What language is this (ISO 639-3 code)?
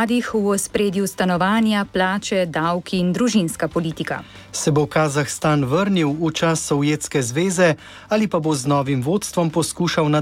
slv